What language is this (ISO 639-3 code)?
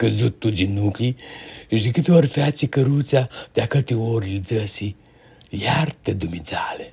rup